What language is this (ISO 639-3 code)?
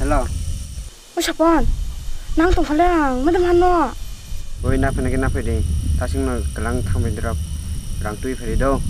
trp